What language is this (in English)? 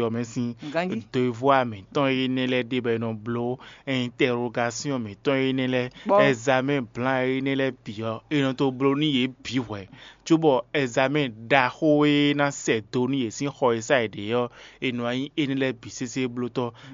Fon